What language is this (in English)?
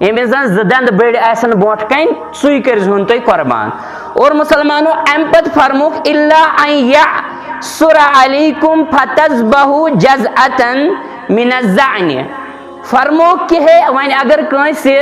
Kashmiri